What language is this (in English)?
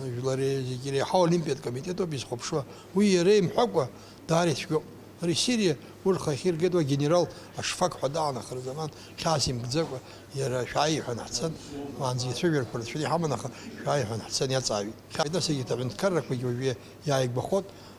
Abkhazian